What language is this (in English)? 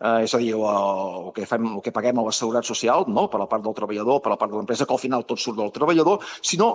Catalan